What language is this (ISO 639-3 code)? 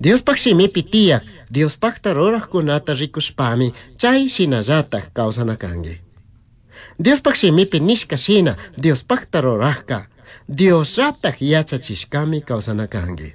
qug